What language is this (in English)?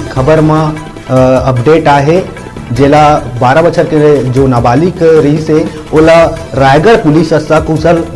Chhattisgarhi